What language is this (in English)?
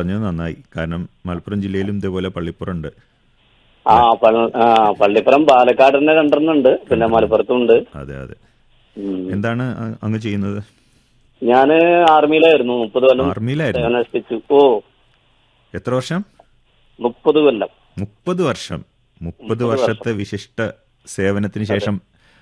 Malayalam